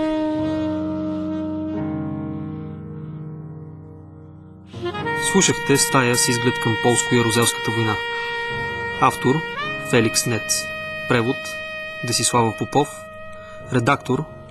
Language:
Bulgarian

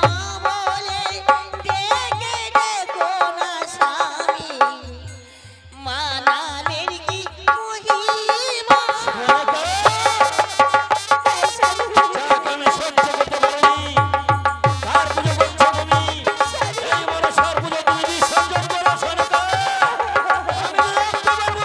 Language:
Bangla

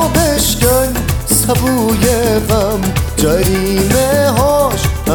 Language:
Persian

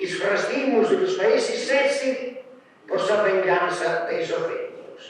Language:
Sardinian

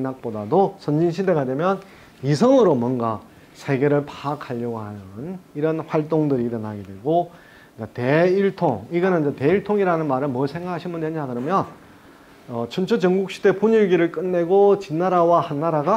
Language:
Korean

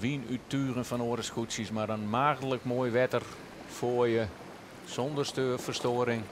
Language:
Western Frisian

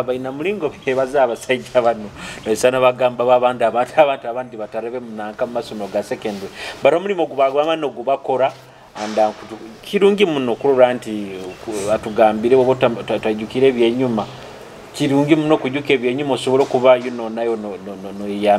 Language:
Nyoro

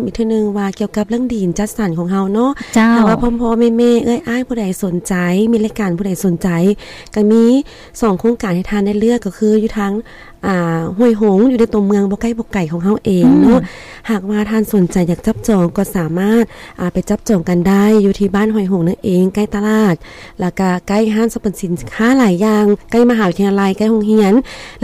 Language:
Lao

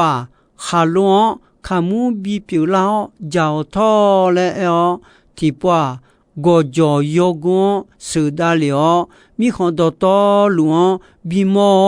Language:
Akha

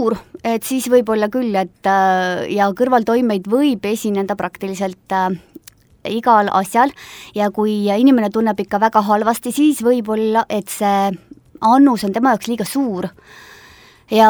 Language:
Estonian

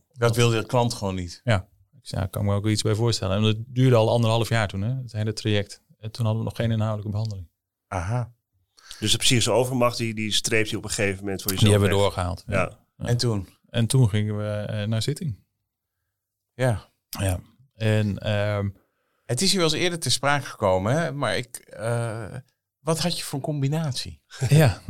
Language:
Dutch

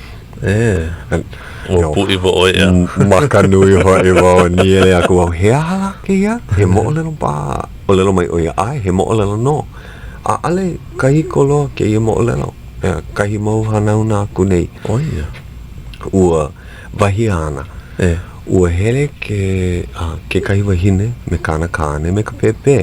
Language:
Hawaiian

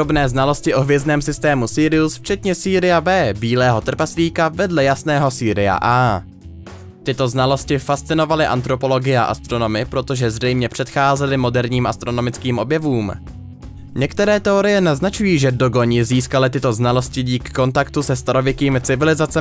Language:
Czech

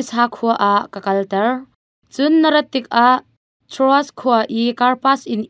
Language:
Hakha Chin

